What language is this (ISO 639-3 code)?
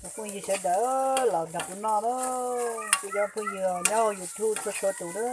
hmn